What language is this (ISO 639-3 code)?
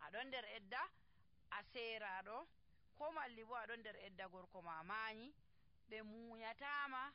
fuv